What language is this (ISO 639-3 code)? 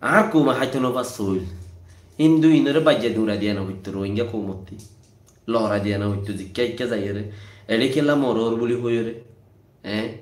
rhg